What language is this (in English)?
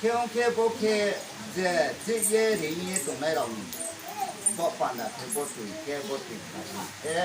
Riang (India)